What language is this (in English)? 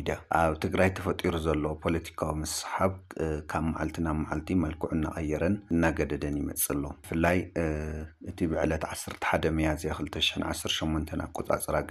Tigrinya